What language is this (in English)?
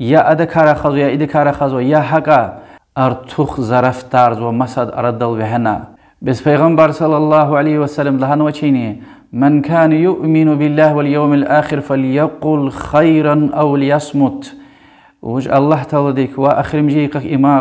Lezghian